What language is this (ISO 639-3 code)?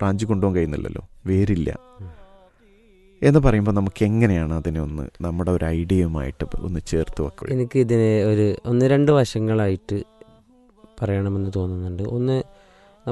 mal